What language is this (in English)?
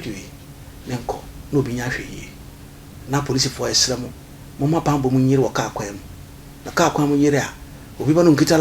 Akan